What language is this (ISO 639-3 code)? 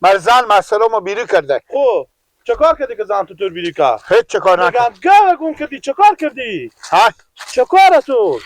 fas